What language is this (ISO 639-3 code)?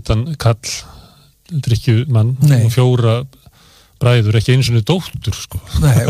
isl